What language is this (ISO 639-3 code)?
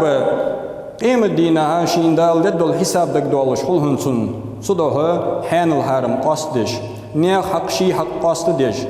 inh